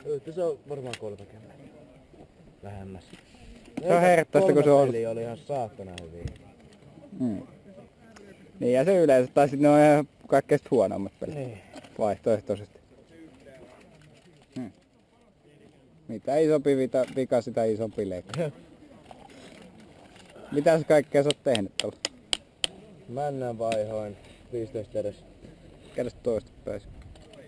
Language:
Finnish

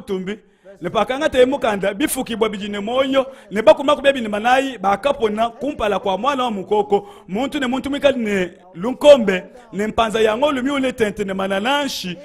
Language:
Luba-Lulua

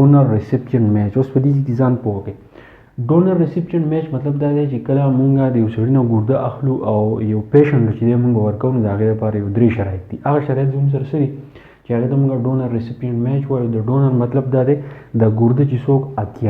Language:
Pashto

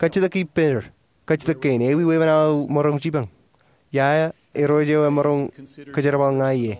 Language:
Marshallese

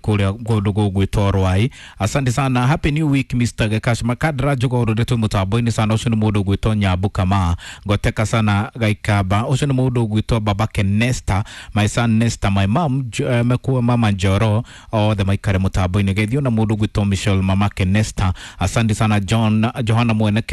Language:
Kikuyu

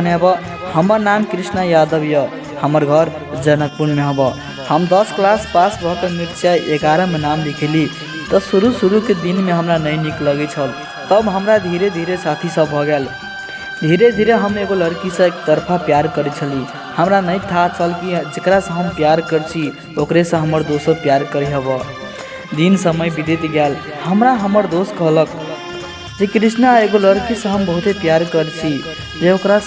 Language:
Maithili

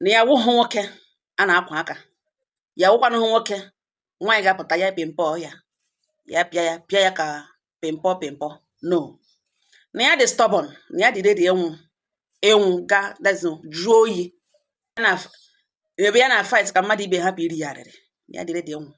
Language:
Igbo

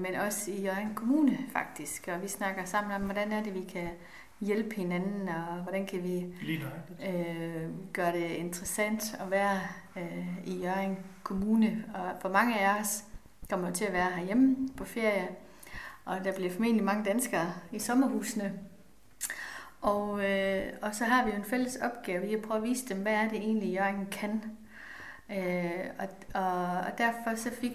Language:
Danish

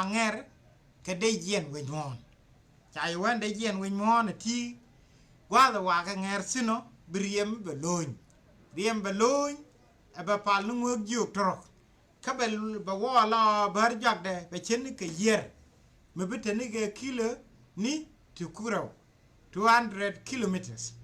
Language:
Nuer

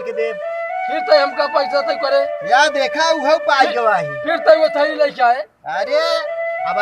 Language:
Awadhi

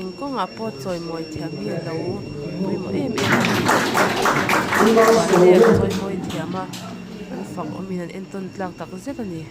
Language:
Mizo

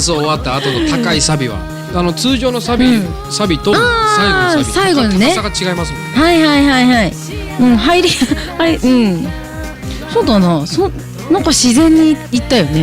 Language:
Japanese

